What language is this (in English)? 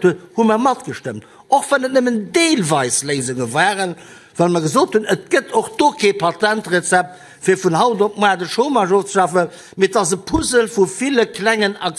Luxembourgish